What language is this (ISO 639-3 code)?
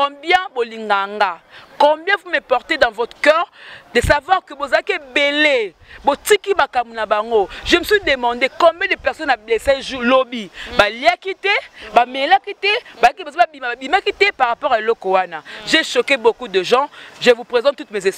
lin